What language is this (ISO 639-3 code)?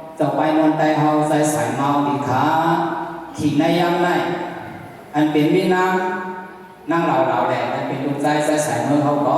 shn